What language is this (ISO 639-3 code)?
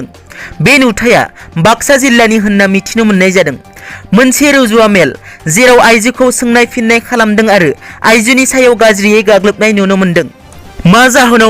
brx